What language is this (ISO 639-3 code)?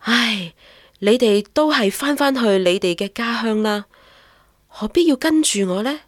yue